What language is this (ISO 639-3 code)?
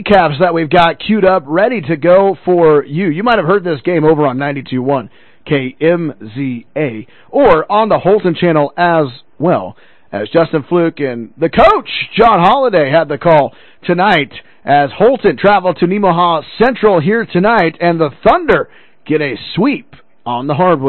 eng